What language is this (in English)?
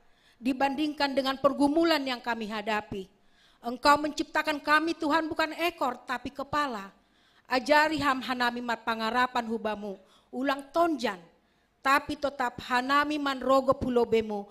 Batak Simalungun